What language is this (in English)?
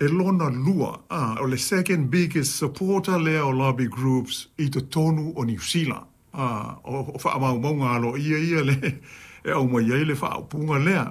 Samoan